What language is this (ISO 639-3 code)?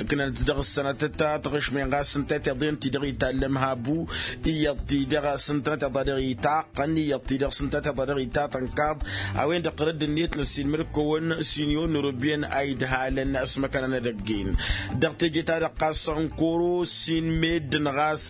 taq